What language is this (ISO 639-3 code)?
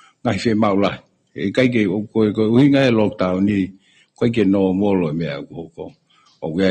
ton